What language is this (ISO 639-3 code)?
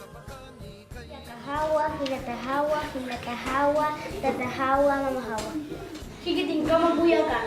aym